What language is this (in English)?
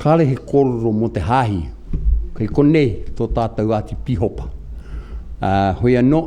Māori